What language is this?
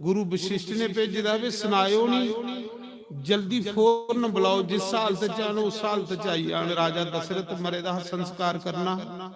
Dogri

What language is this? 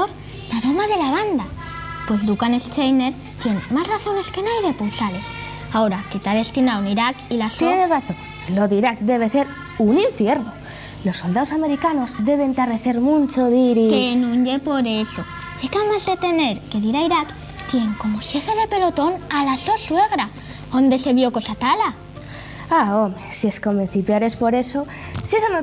Asturian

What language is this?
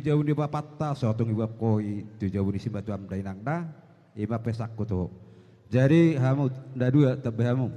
Batak Toba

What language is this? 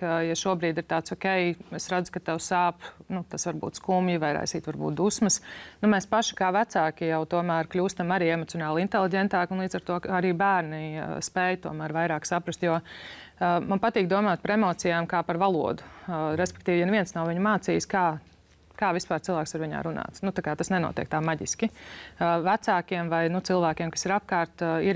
Latvian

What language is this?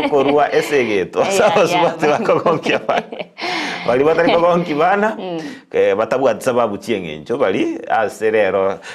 Gusii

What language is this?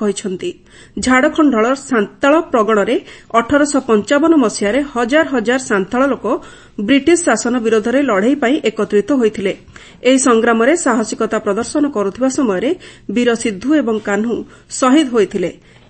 Odia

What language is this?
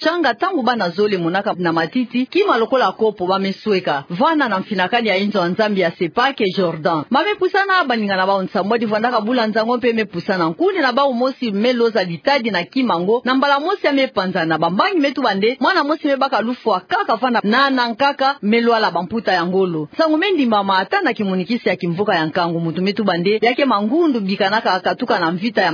Kituba (Democratic Republic of Congo)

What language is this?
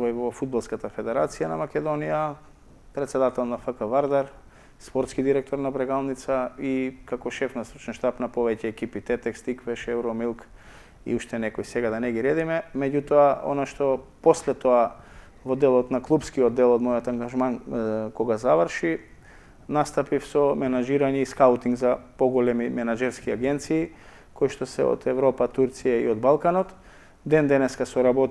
Macedonian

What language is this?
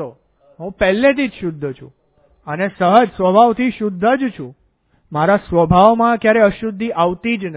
Gujarati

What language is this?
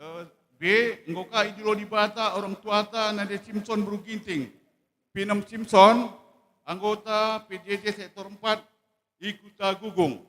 Batak Karo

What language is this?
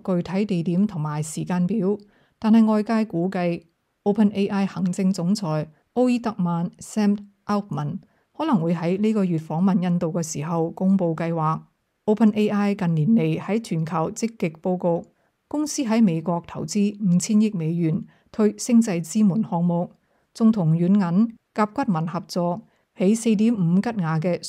Cantonese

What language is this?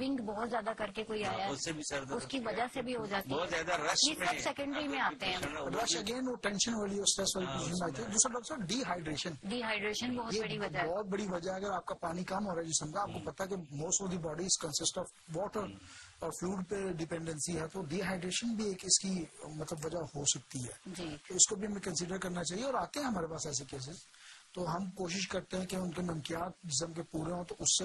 Urdu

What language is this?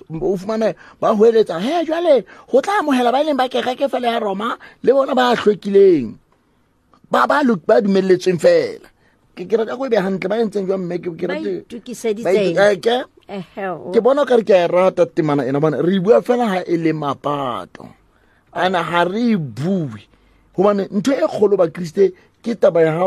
Southern Sotho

